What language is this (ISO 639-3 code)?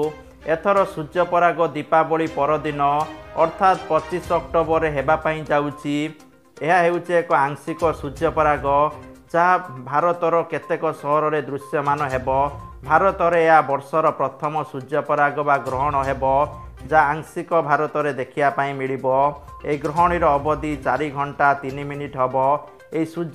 ori